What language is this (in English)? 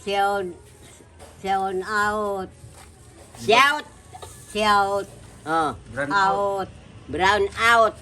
Cebuano